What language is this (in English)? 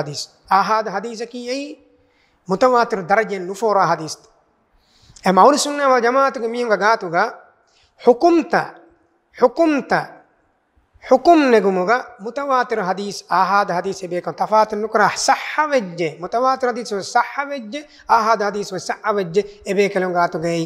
Divehi